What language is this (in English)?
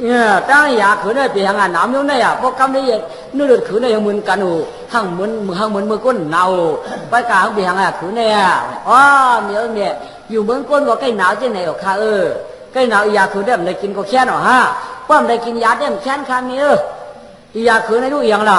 Shan